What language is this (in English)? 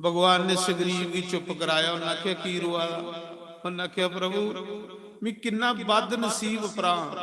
Dogri